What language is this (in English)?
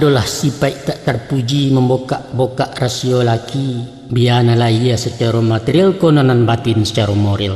Minangkabau